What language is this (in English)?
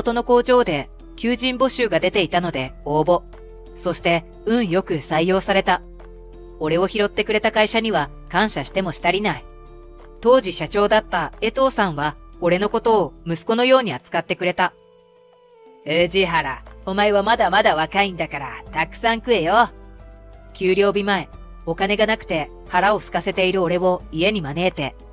Japanese